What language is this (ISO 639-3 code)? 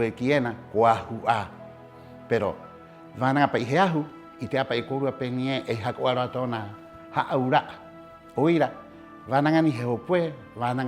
rap